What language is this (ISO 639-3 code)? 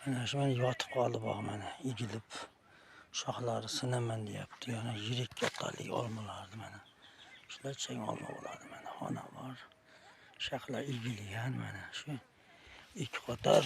uzb